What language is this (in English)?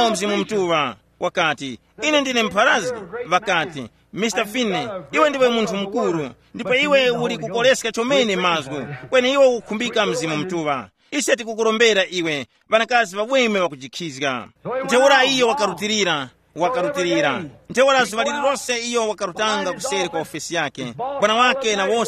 Tumbuka